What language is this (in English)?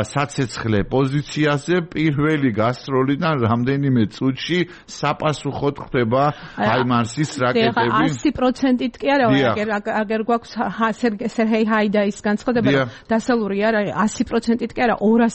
Georgian